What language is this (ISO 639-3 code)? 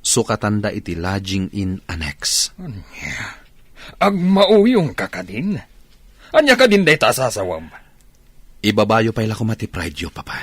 ilo